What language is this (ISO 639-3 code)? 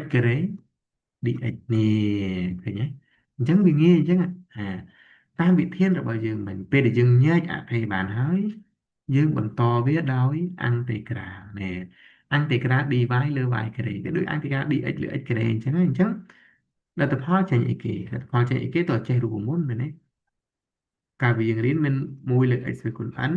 khm